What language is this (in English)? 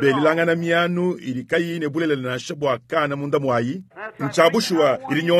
Luba-Lulua